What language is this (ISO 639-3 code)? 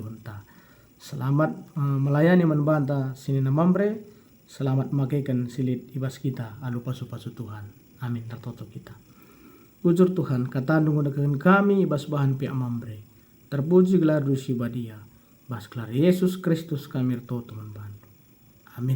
btx